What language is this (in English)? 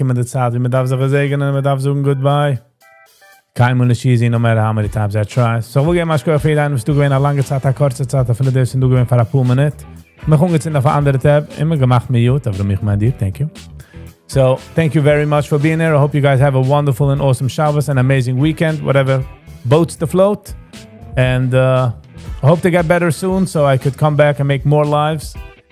Yiddish